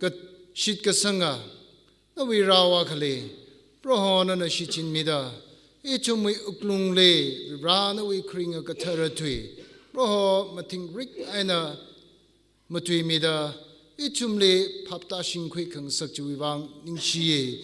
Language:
Tangkhul Naga (India)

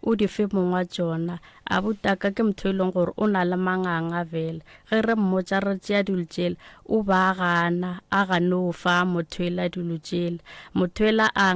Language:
Northern Sotho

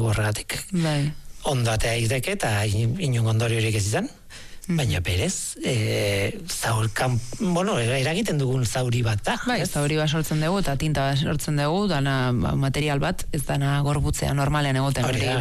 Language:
Basque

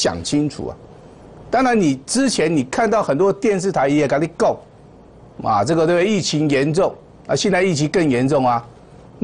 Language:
Chinese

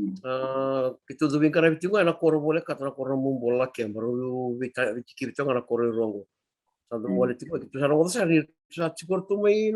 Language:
Fijian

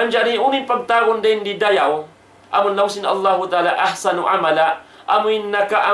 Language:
Tausug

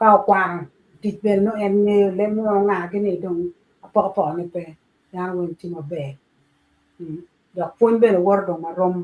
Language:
Acoli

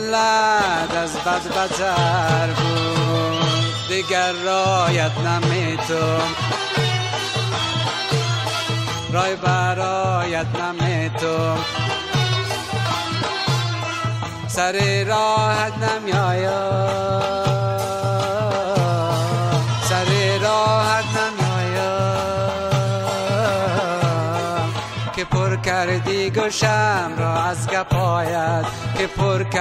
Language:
Persian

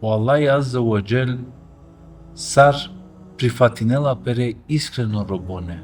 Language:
Balkan Romani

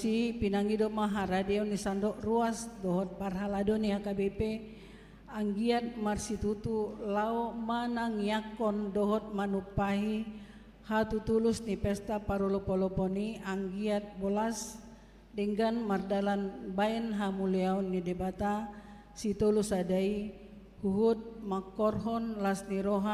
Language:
Batak Toba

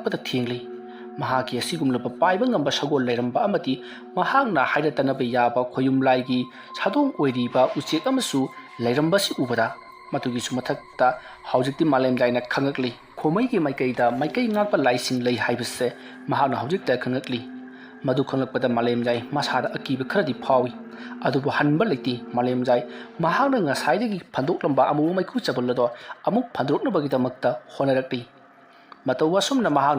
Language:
Manipuri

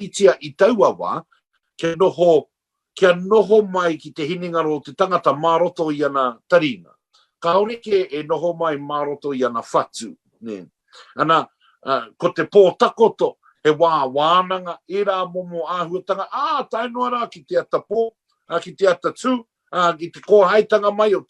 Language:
Māori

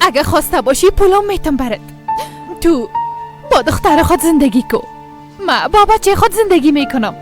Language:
Persian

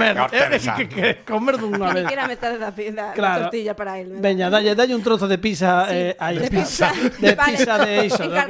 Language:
Galician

